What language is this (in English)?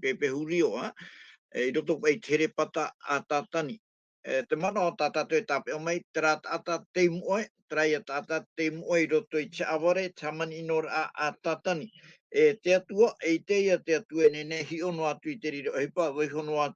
Tahitian